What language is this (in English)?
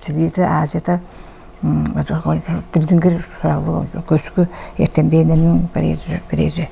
Tuvinian